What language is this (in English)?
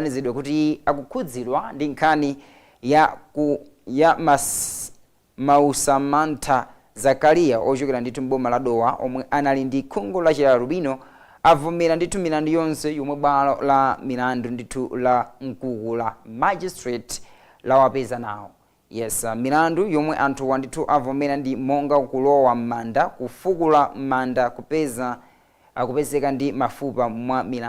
Nyanja